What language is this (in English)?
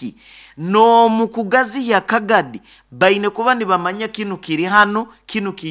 Nyoro